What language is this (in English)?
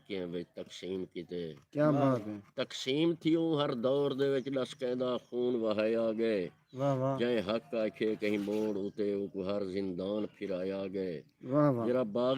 Saraiki